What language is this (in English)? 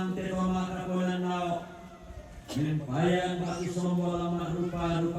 Toraja-Sa'dan